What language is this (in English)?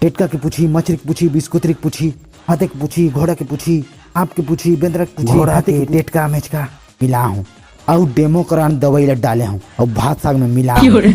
Chhattisgarhi